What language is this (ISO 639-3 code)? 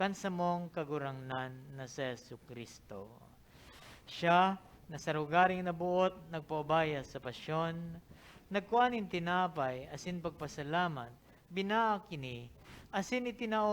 bik